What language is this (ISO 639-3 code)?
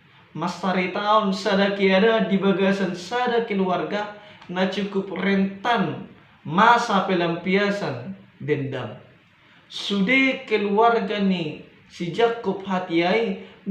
bbc